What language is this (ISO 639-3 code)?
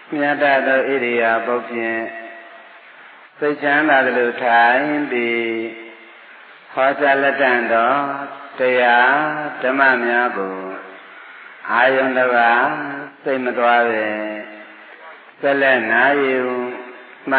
mya